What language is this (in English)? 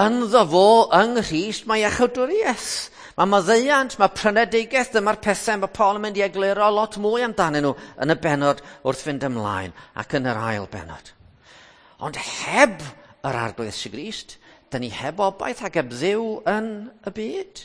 Welsh